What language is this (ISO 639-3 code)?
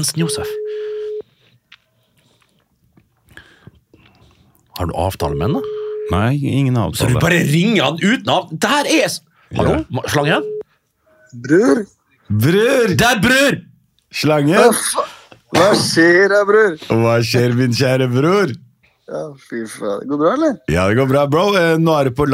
nor